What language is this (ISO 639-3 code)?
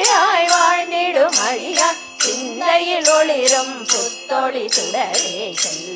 tam